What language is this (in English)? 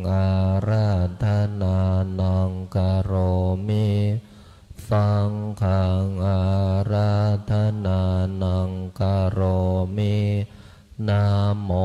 Pali